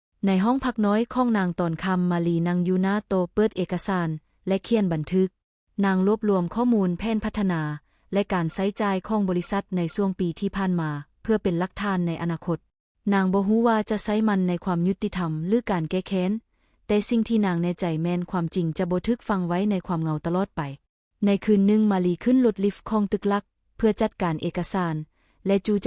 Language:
Lao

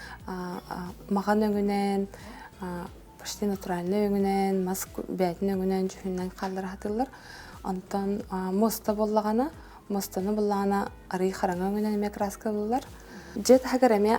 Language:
Yakut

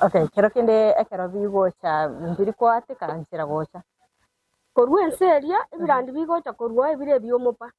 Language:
Gusii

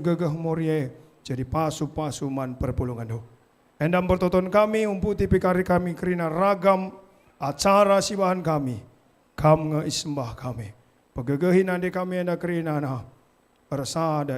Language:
Batak Karo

